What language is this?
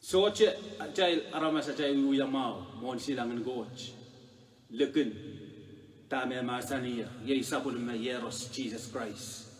Pohnpeian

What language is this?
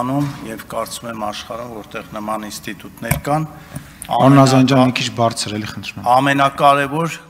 Armenian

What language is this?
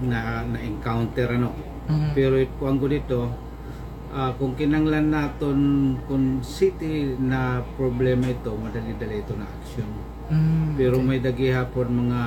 Waray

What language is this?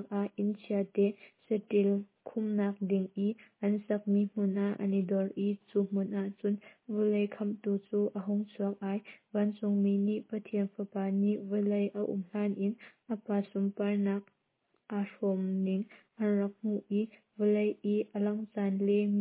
Hakha Chin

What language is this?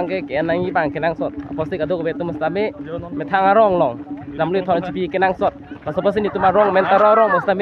Karbi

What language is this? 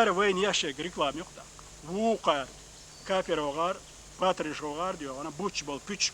Chechen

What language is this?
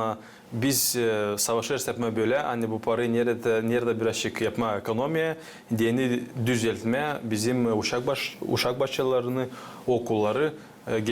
Gagauz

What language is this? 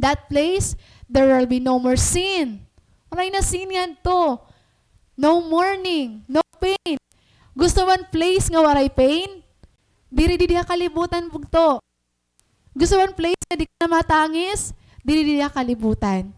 Waray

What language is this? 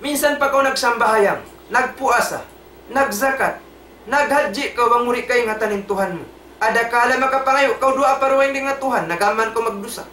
Tausug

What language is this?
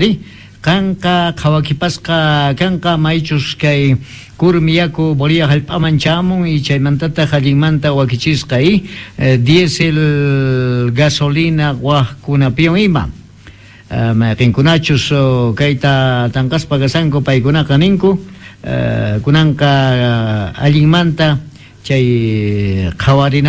Quechua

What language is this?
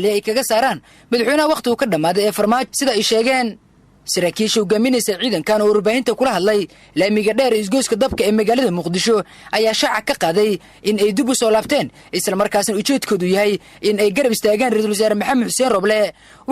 Somali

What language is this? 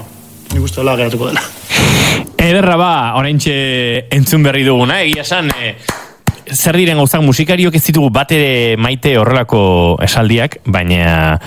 Basque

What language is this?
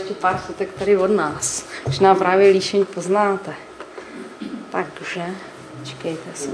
Czech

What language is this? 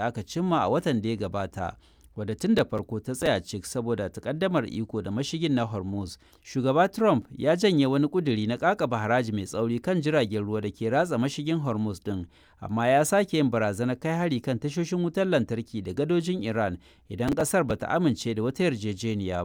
Hausa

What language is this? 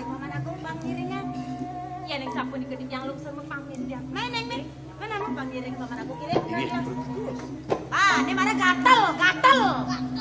Balinese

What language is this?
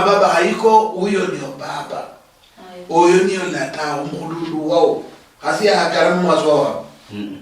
Luyia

